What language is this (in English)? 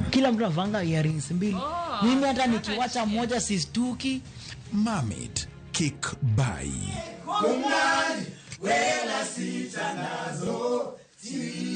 Luo (Kenya and Tanzania)